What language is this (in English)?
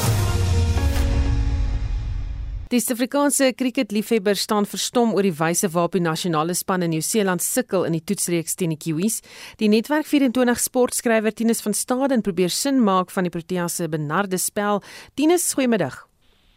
Afrikaans